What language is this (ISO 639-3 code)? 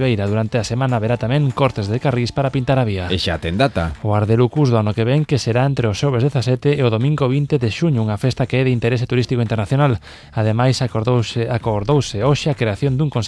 glg